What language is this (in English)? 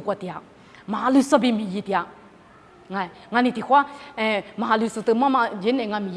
Lisu